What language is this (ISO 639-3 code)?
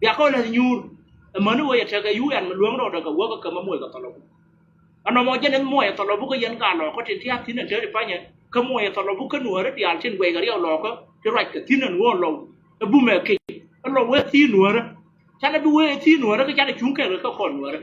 nus